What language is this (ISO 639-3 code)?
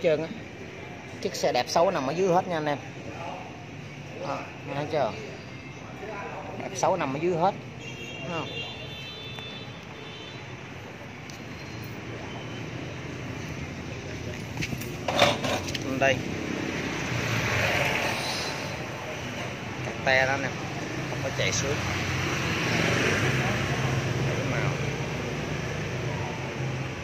vie